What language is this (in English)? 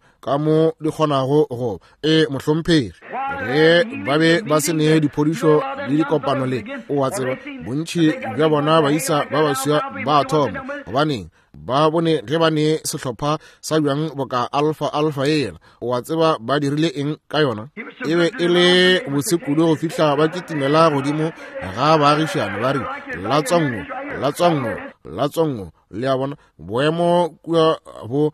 Northern Sotho